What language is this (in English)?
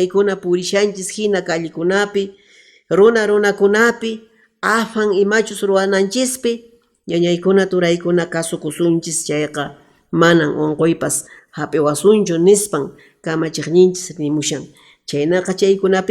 Quechua